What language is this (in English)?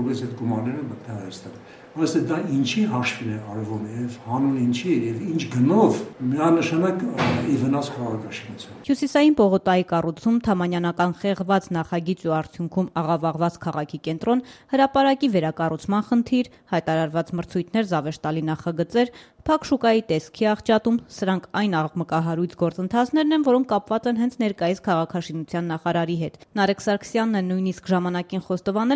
Armenian